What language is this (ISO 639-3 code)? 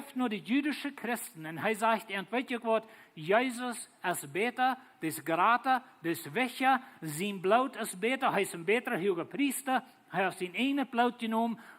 pdt